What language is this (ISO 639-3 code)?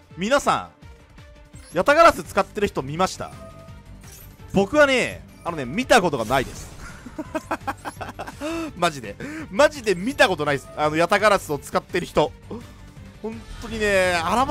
jpn